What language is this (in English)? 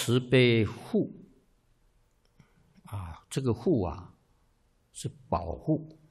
Chinese